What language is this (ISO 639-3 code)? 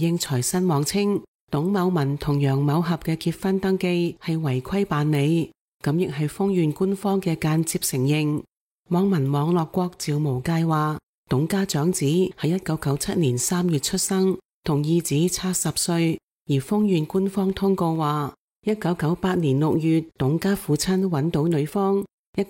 yue